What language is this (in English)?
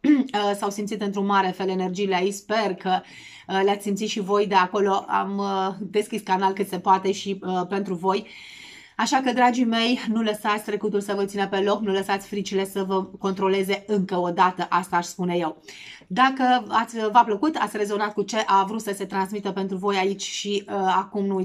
Romanian